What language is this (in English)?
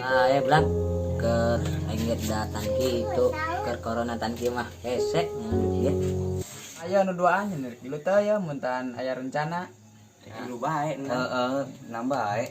Sundanese